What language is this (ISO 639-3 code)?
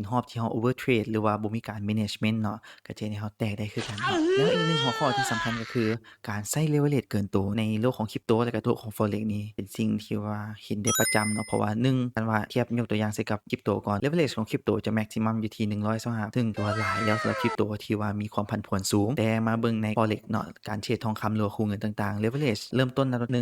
lao